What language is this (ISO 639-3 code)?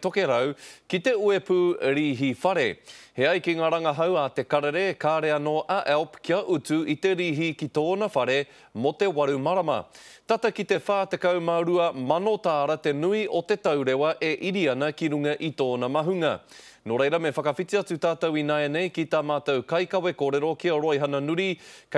mri